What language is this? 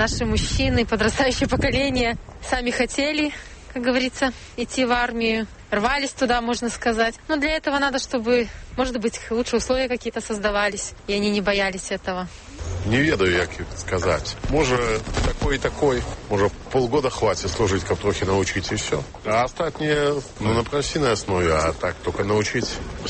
Belarusian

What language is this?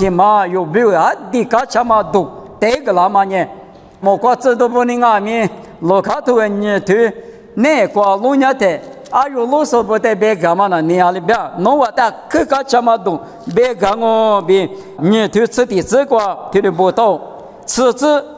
Lisu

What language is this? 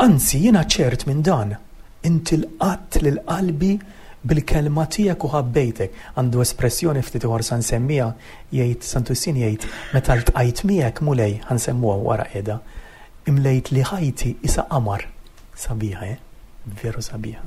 Maltese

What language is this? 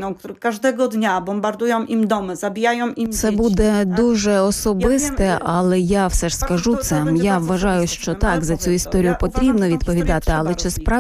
Ukrainian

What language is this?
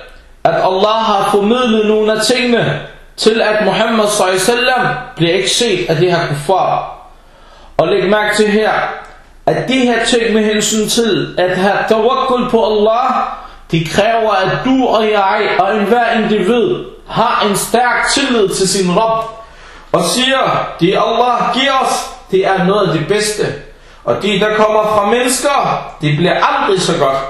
Danish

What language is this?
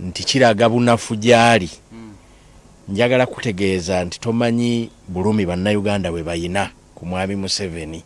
Ganda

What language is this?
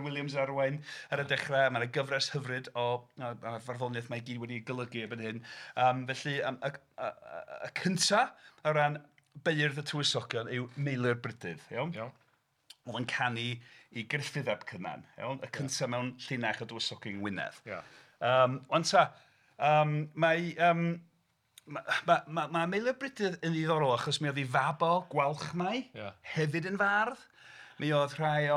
Welsh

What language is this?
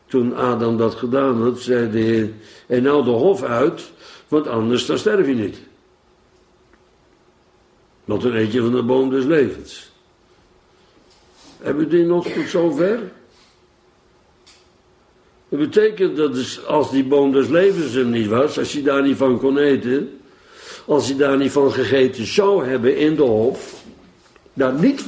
Dutch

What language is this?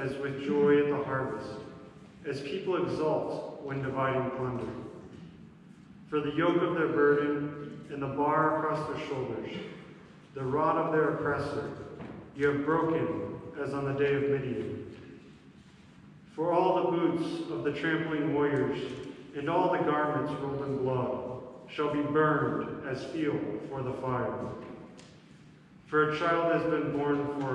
English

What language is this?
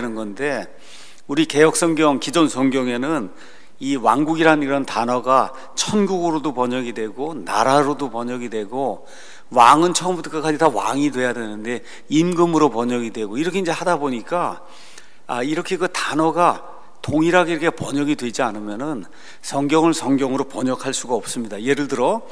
Korean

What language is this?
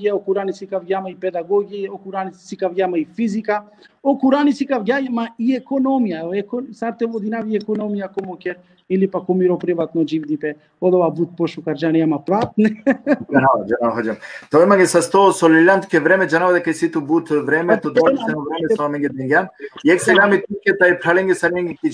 Balkan Romani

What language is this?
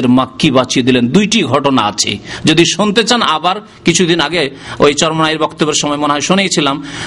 Bangla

